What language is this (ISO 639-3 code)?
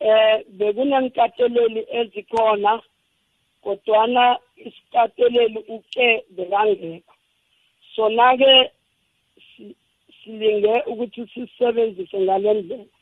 nbl